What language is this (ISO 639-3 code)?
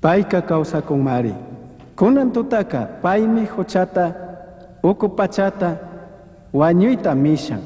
qug